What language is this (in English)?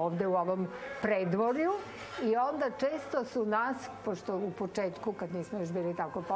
Serbian